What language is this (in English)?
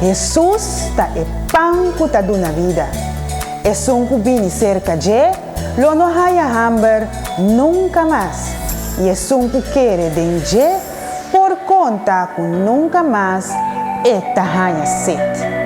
Papiamento